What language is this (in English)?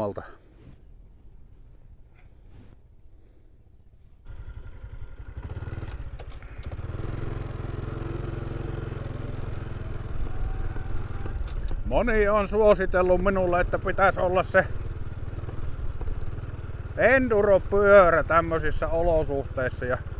Finnish